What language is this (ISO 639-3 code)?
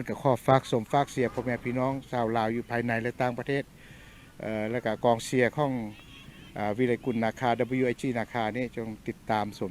lao